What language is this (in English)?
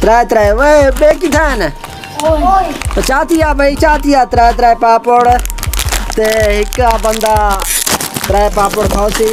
Saraiki